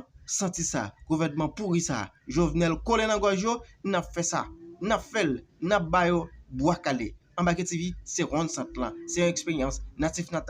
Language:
Haitian Creole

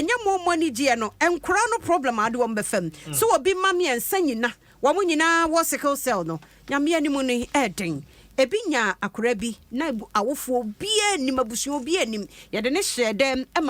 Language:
Akan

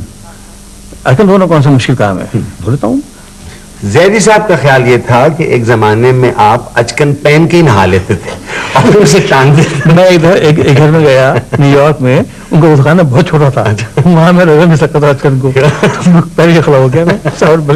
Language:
Urdu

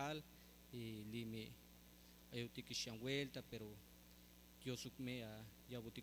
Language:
Tzeltal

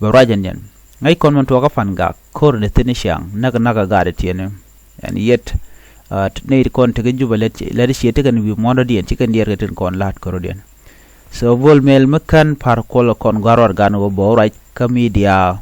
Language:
Nuer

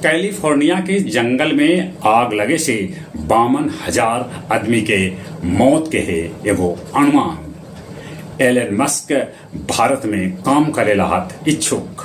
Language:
Magahi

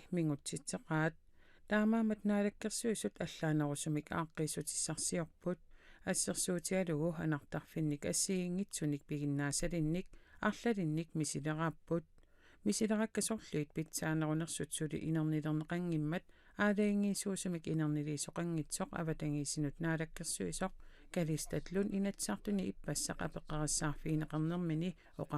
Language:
Kalaallisut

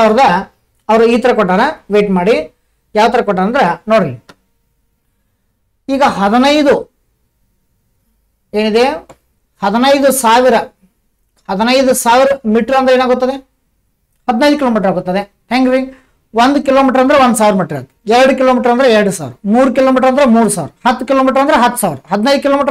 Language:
Kannada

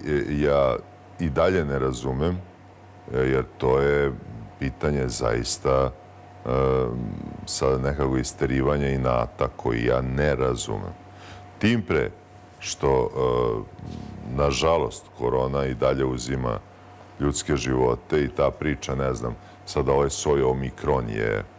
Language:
Serbian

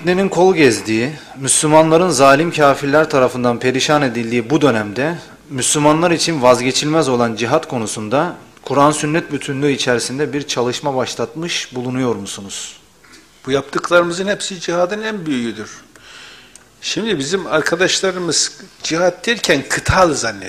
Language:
Turkish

